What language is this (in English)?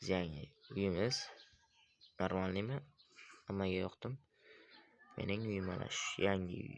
Uzbek